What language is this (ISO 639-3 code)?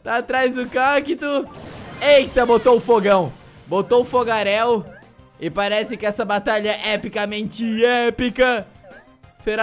por